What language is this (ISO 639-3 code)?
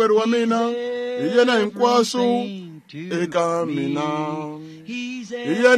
tso